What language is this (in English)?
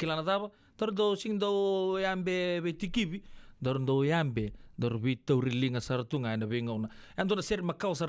Fijian